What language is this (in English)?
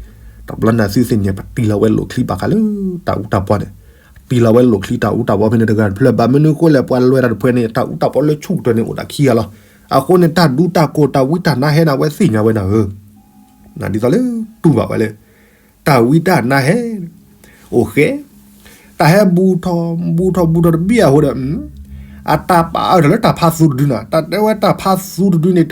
S'gaw Karen